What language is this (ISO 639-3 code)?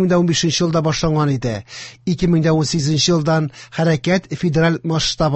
tat